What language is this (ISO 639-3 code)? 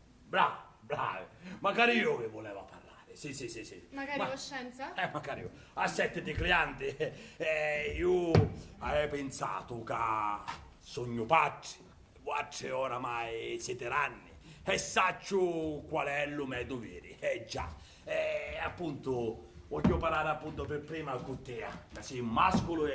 scn